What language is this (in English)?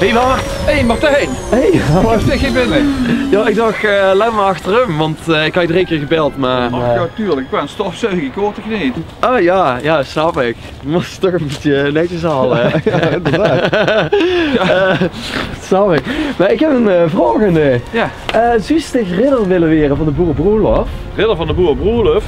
Limburgish